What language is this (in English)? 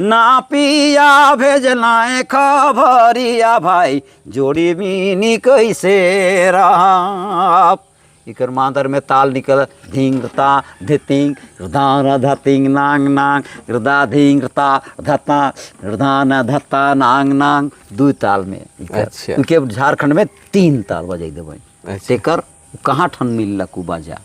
Sadri